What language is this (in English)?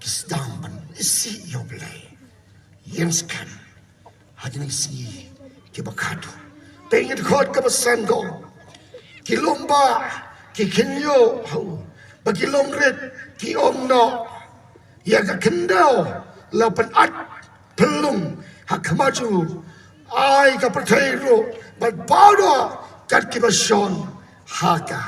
Khasi